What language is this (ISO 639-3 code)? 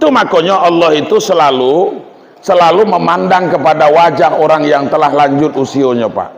min